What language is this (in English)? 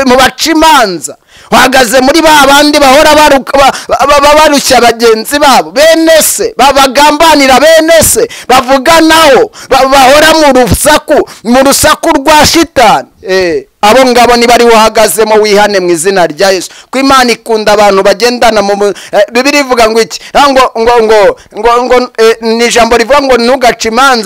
Kinyarwanda